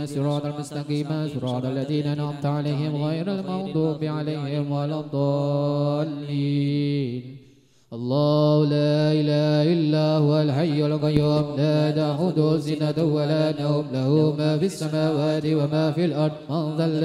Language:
Arabic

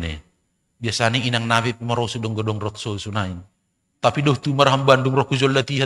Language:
Batak Simalungun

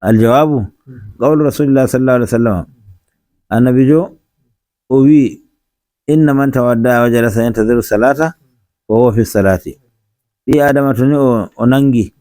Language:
Nigerian Fulfulde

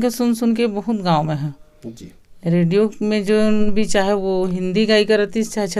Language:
Chhattisgarhi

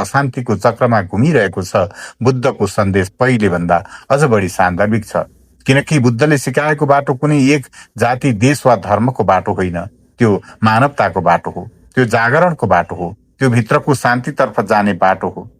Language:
Nepali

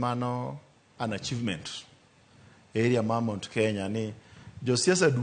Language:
Luo (Kenya and Tanzania)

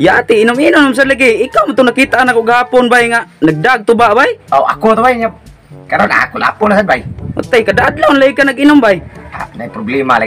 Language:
Cebuano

